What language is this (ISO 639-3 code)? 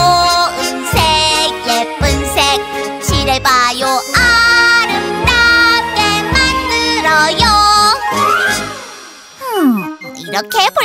kor